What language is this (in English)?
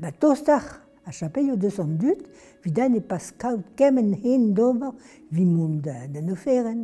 Breton